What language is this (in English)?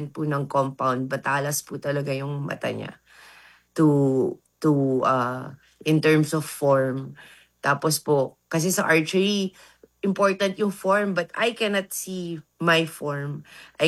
Filipino